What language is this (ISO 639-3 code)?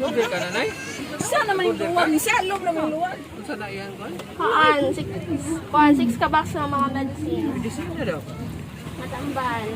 ceb